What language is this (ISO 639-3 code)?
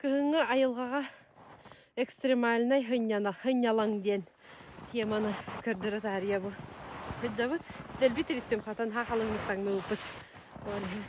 sah